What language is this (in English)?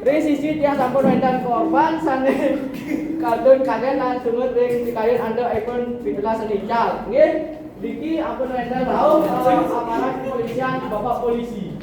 Balinese